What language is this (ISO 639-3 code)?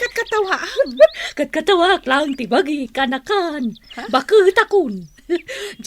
ilo